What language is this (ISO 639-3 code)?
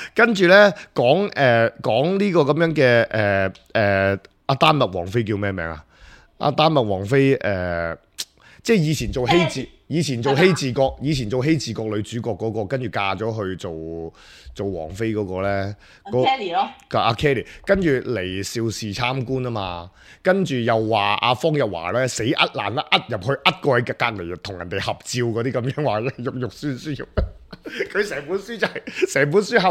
yue